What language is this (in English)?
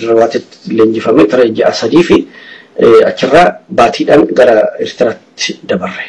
Oromo